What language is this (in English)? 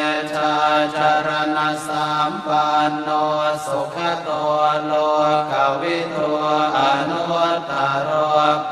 Pali